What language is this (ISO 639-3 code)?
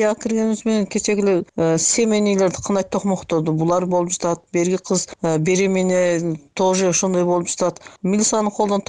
kir